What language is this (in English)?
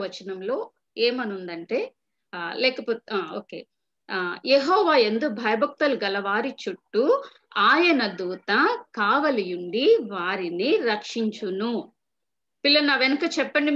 Telugu